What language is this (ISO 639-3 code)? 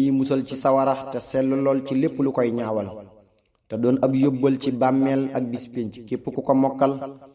wol